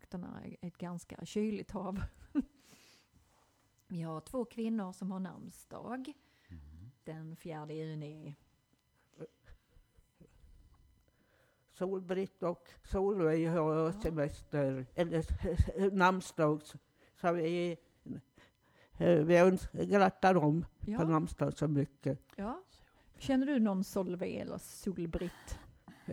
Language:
Swedish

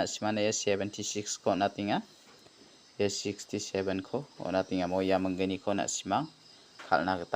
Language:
Garo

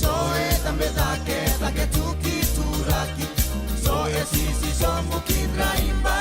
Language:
Fijian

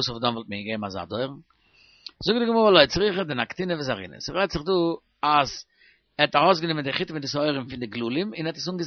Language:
Yiddish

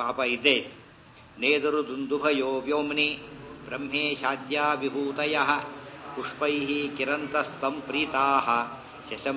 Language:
Kannada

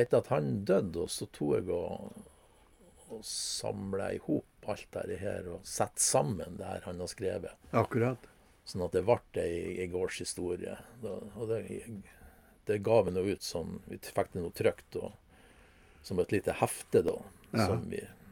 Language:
Norwegian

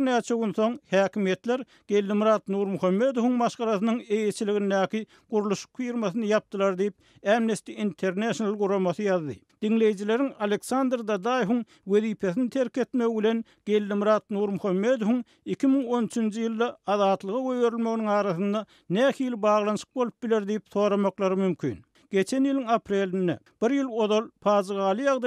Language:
Turkmen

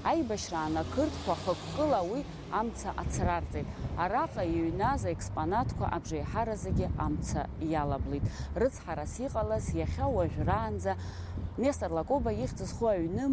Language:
Abkhazian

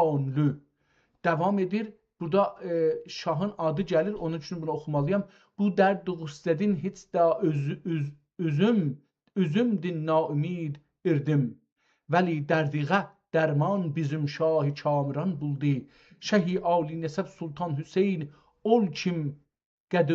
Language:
South Azerbaijani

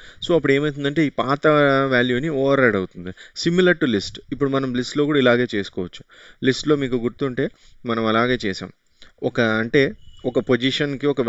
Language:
Telugu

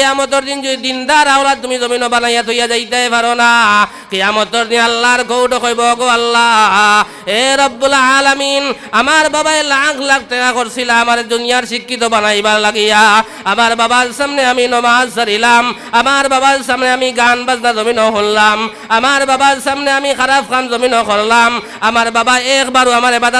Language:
Sylheti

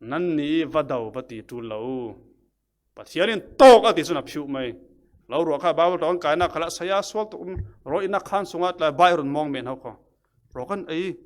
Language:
Falam Chin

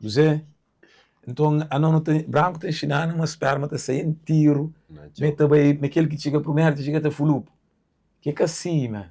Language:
Kabuverdianu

